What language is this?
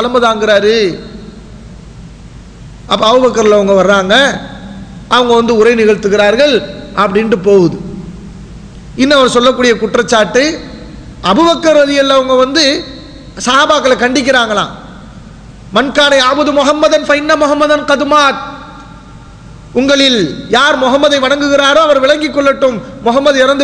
Tamil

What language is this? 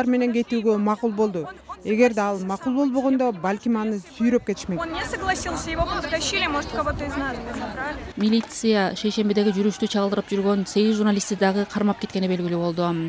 Kyrgyz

